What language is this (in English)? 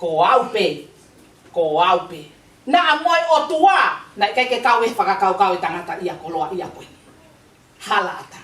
Tongan